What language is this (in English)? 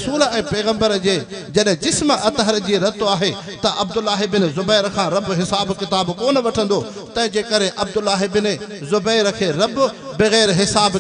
Sindhi